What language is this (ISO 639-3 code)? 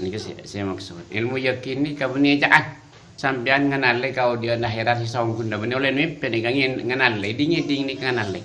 mad